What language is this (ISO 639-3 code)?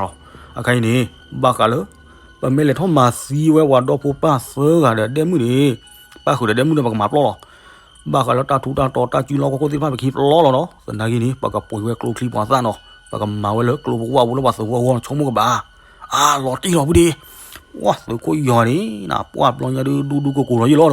ksw